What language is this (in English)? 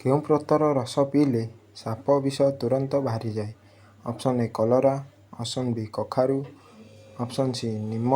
Odia